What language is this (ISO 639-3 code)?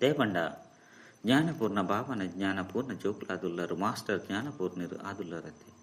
tcy